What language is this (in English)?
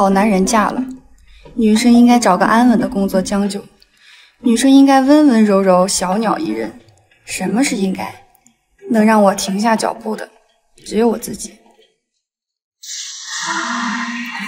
Chinese